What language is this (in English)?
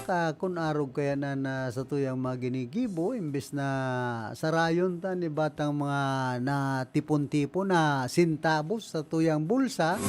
Bikol